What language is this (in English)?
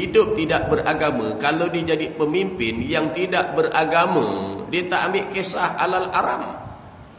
Malay